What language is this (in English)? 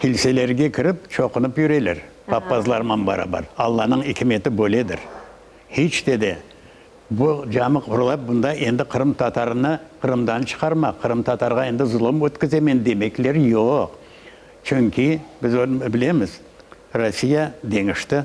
Crimean Tatar